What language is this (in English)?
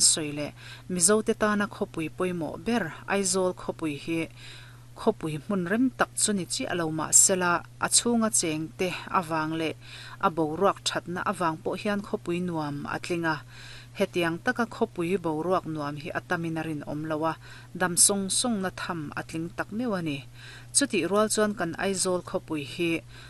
Mizo